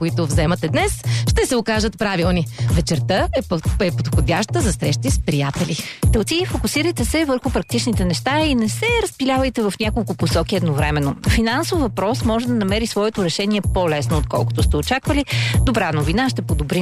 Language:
Bulgarian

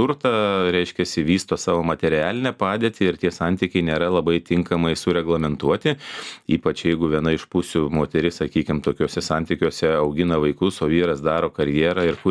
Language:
Lithuanian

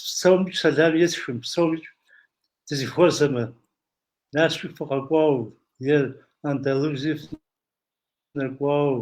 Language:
Kabardian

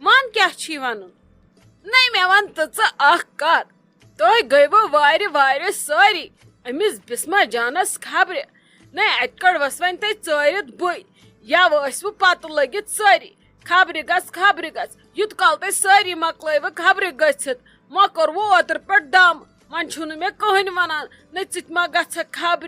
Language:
Kashmiri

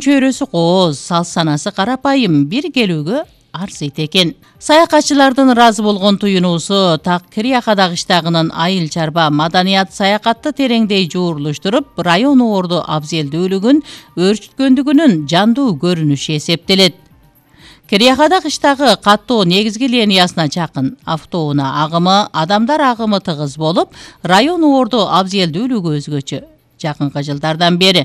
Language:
Kyrgyz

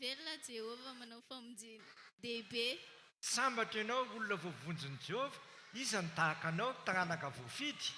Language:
Malagasy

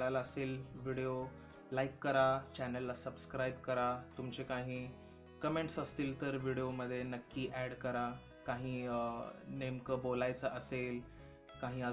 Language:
Marathi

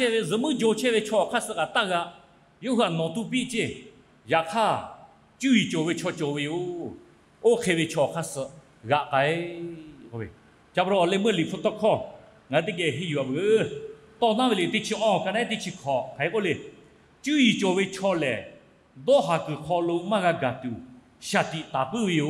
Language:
Lahu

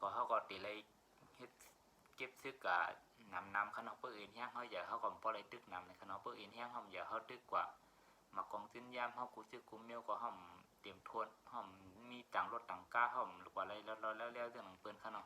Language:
Shan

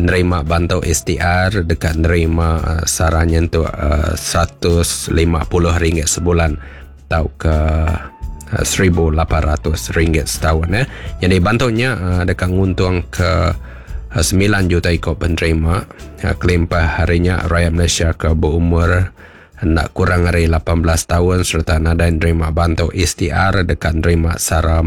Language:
Iban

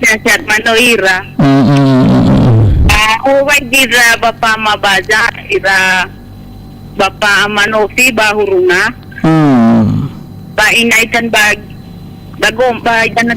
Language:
Nias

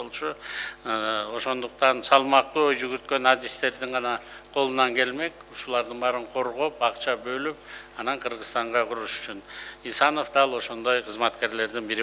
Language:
Kyrgyz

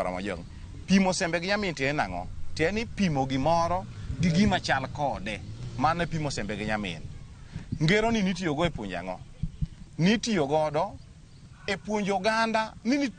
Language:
Luo (Kenya and Tanzania)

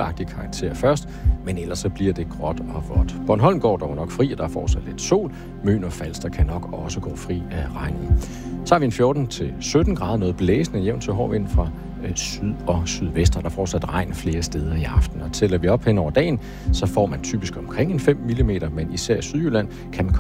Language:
Danish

